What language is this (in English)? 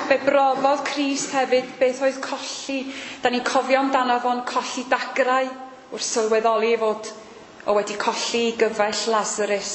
Welsh